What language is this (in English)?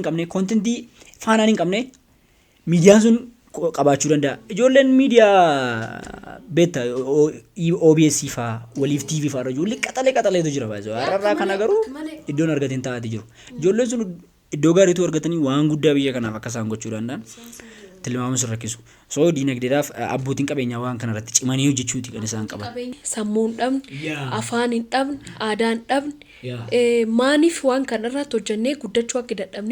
Oromo